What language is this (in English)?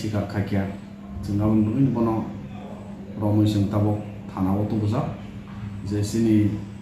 Kok Borok